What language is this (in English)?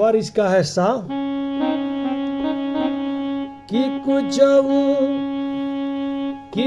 Bhojpuri